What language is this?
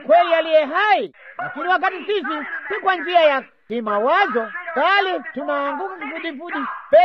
Swahili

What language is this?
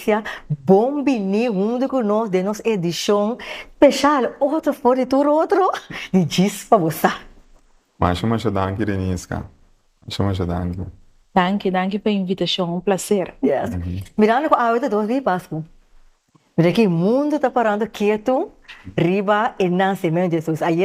Papiamento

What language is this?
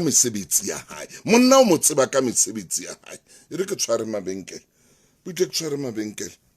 Southern Sotho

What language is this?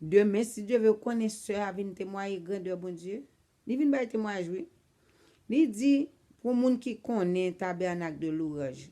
Haitian Creole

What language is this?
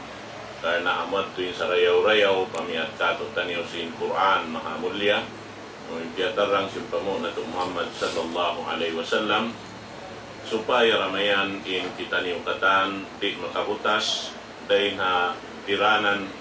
Tausug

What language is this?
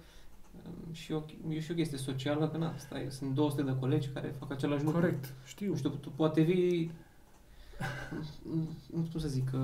Romanian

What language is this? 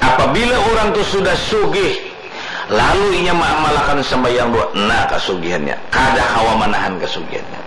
Banjar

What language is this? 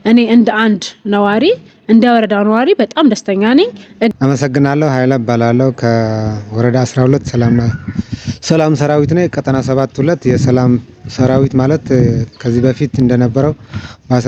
Amharic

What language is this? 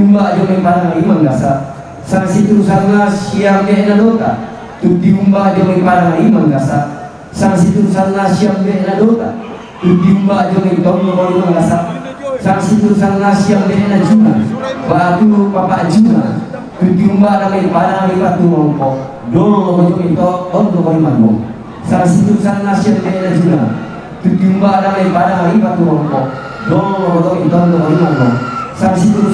Toraja-Sa'dan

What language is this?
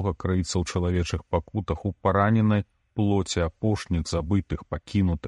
Belarusian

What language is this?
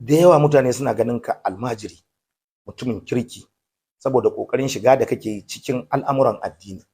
Hausa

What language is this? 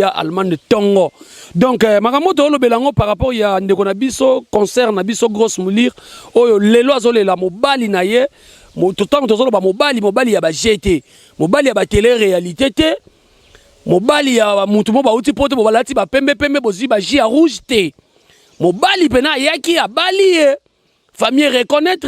Lingala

